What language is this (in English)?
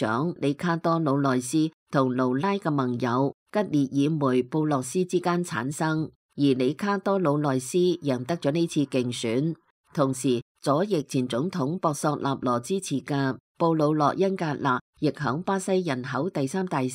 Cantonese